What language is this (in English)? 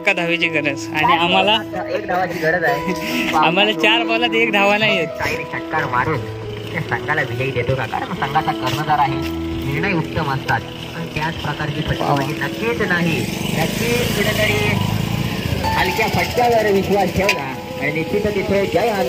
Marathi